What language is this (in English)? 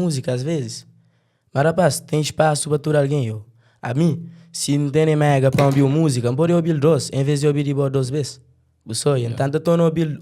Kabuverdianu